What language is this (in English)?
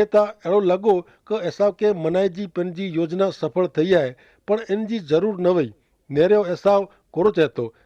Kachhi